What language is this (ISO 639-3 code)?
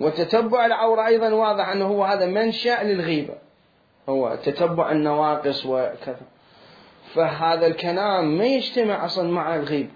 acm